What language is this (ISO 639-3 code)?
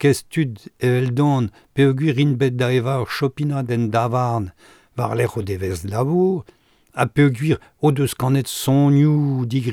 bre